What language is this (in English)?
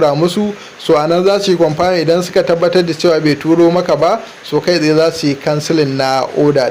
Hausa